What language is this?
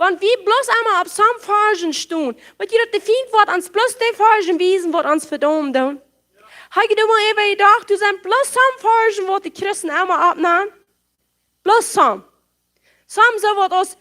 Plautdietsch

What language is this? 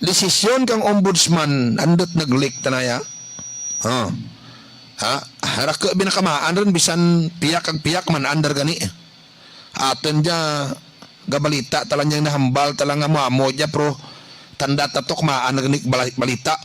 Hiligaynon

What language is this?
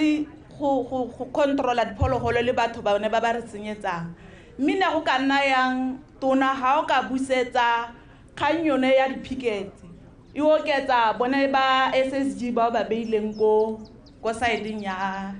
Tswana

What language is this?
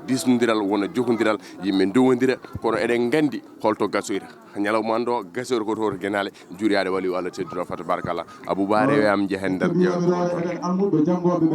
Fula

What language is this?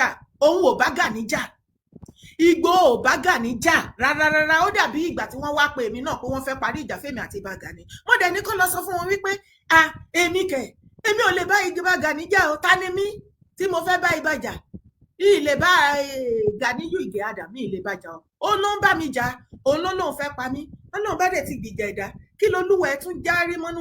Yoruba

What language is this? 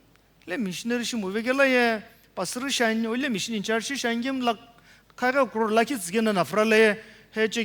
Sumi Naga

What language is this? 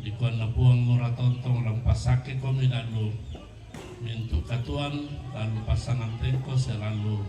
Toraja-Sa'dan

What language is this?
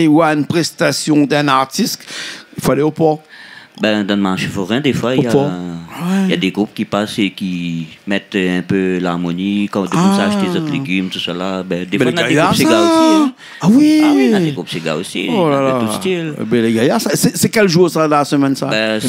Réunion Creole French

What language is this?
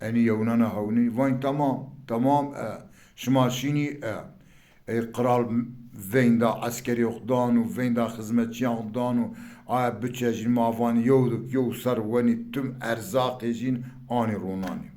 Zaza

